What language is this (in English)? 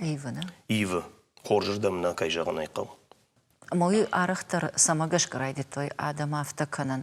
Ossetic